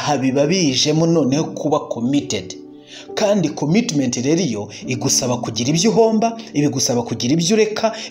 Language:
Kinyarwanda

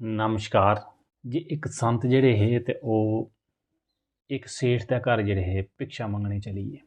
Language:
Dogri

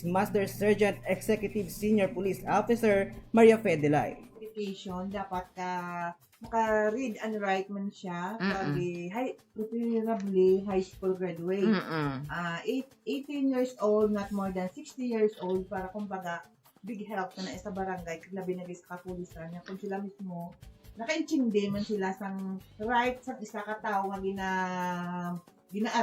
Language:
Hiligaynon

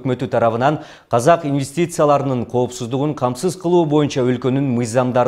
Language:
Kyrgyz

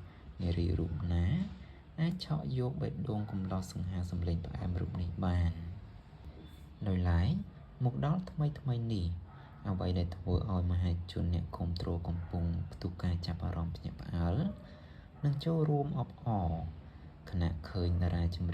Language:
Khmer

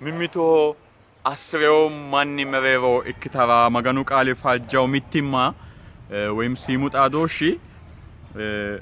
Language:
Sidamo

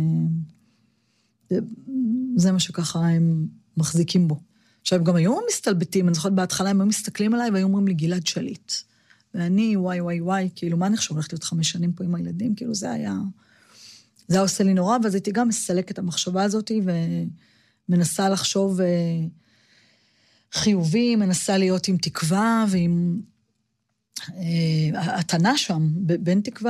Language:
Hebrew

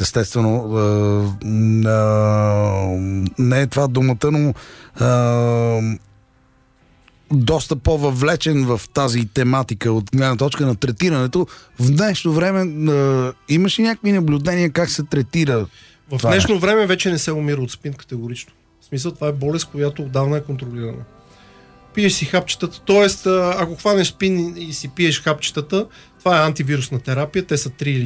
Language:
Bulgarian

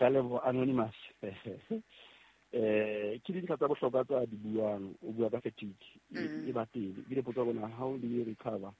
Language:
Southern Sotho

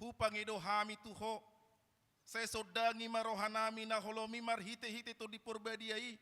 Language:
Batak Toba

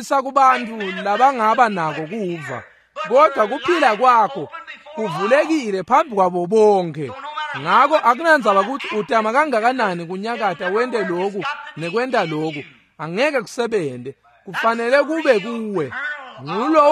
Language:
Swati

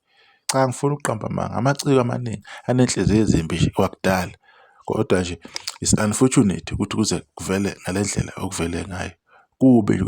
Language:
Zulu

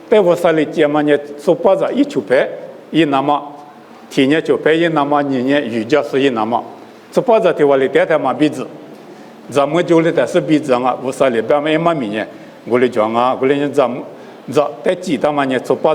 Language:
Lisu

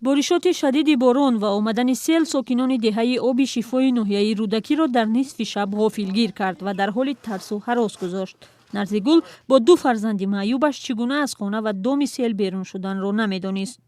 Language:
Tajik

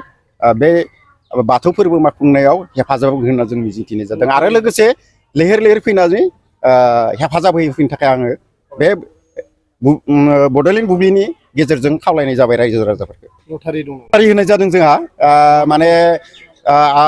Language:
Bodo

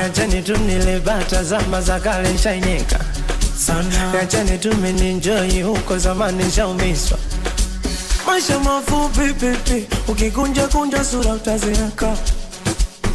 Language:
Swahili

